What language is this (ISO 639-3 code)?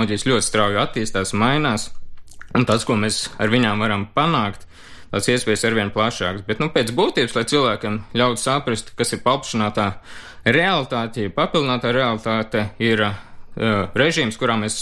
lav